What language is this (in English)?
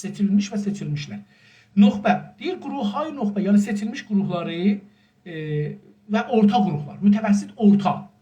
South Azerbaijani